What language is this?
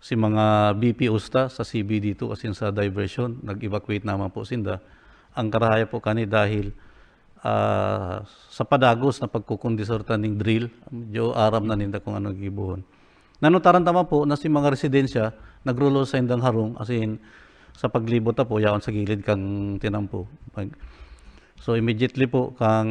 Bikol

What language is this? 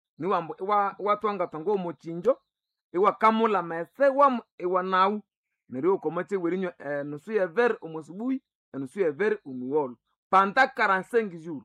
Nande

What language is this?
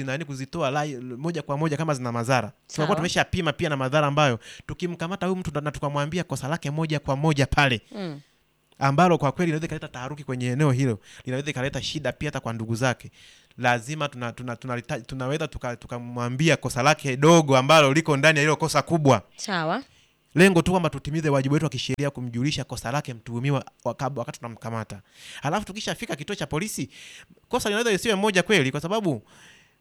Swahili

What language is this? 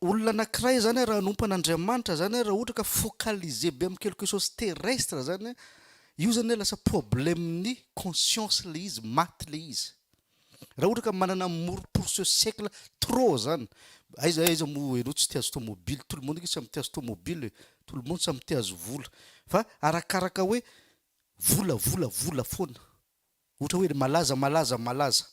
Malagasy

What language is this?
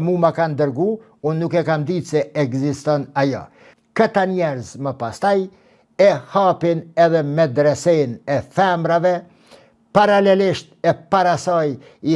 Albanian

